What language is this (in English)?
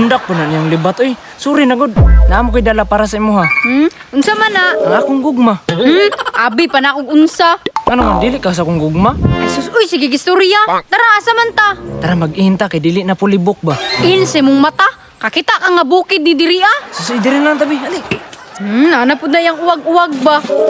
Cebuano